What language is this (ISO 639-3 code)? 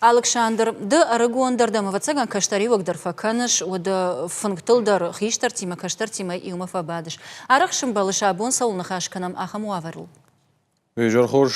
oss